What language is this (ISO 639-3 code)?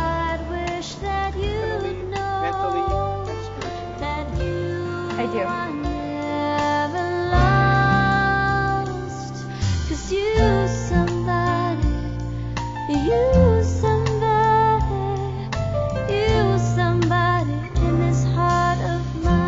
eng